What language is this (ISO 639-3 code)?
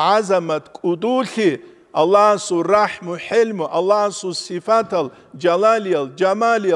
ava